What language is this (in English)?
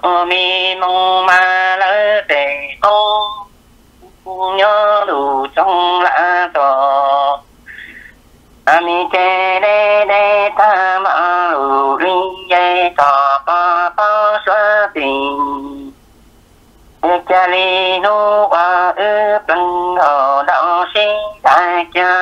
Vietnamese